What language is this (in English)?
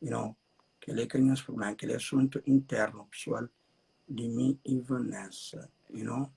Kabuverdianu